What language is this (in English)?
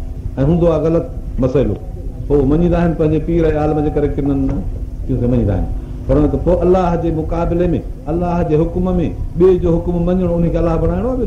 Sindhi